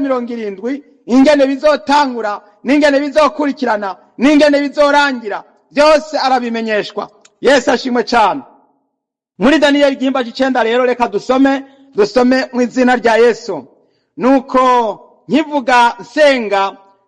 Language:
Rundi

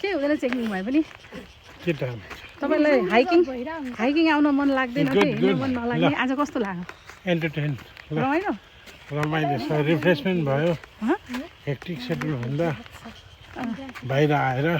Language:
Nepali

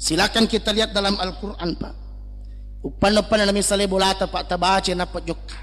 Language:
Buginese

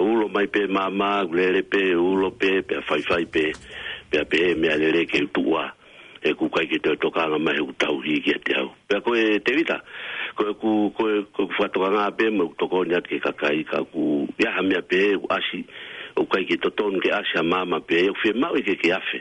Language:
Tongan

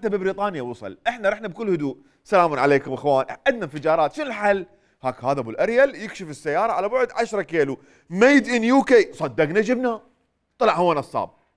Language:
Mesopotamian Arabic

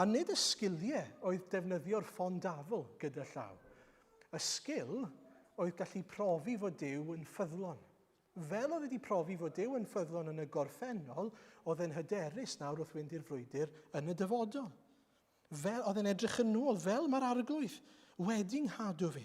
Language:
Welsh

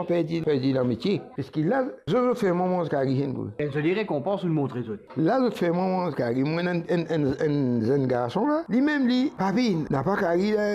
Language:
Morisyen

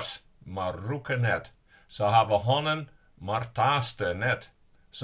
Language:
Western Frisian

